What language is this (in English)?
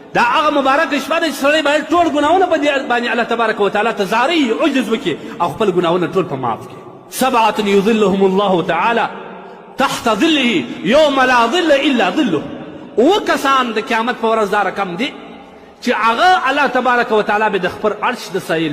Pashto